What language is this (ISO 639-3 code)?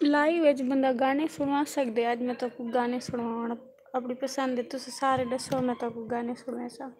skr